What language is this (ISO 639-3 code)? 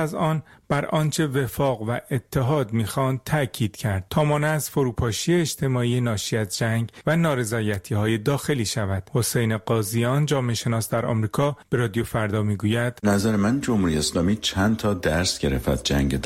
fas